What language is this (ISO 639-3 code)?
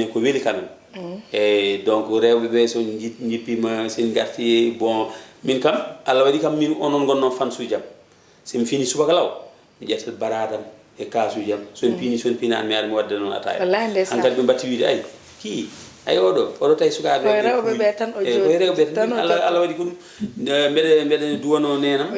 ful